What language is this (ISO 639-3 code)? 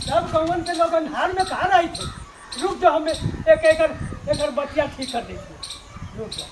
mag